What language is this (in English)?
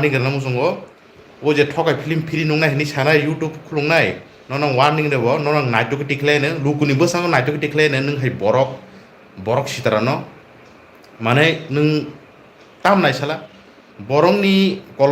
Kok Borok